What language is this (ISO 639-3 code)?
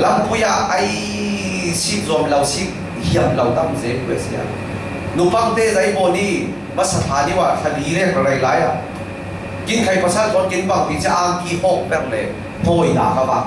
cfm